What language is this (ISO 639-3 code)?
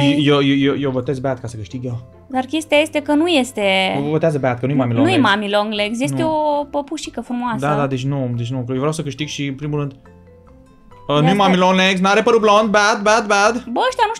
ron